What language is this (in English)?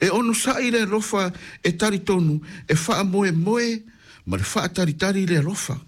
Samoan